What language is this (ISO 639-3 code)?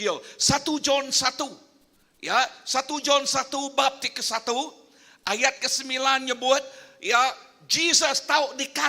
iba